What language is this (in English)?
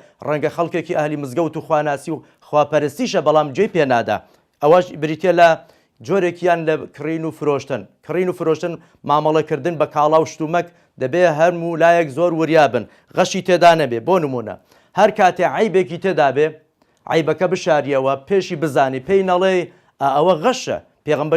Central Kurdish